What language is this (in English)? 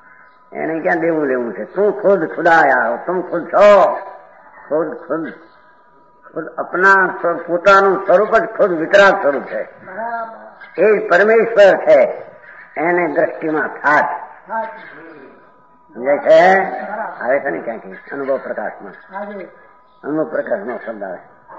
Gujarati